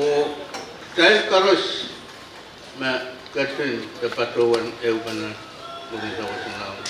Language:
Pohnpeian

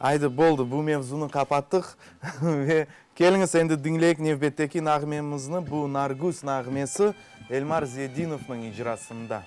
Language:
Crimean Tatar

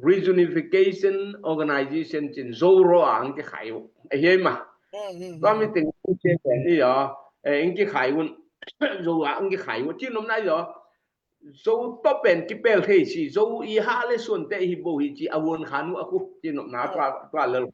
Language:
Tedim Chin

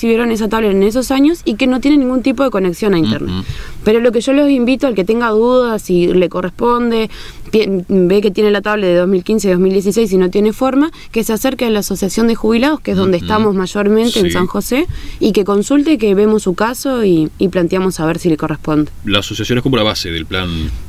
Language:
Spanish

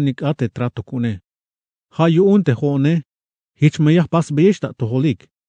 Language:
Tzeltal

